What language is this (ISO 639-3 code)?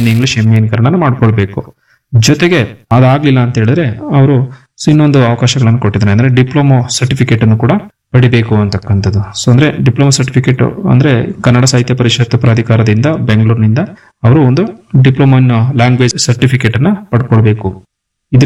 kan